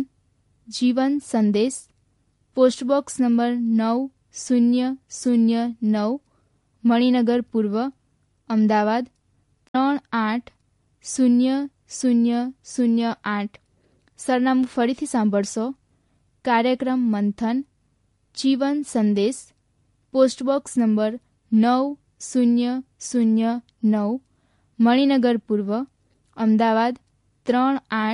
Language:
Gujarati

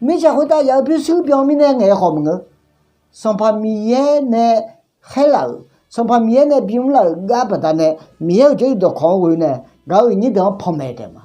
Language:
Akha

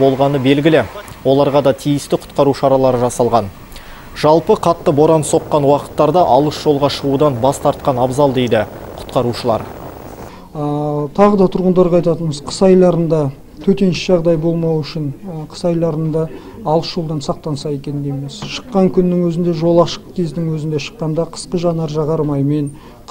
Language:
Kazakh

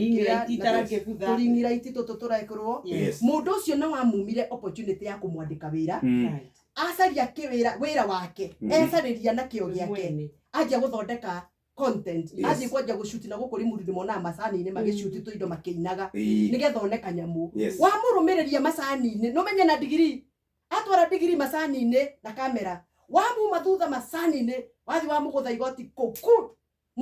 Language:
Kikuyu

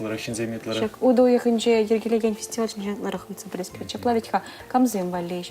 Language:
Chuvash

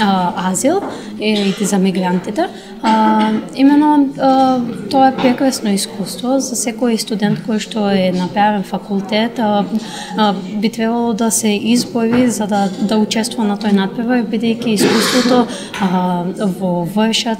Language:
Macedonian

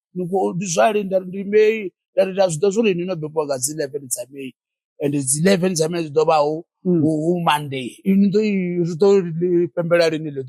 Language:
Venda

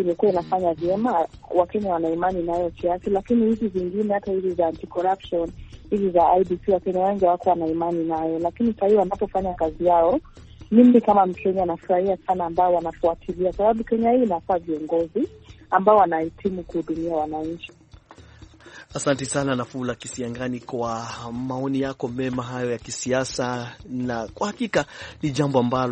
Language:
Swahili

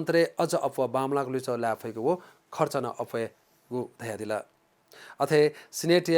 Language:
Newari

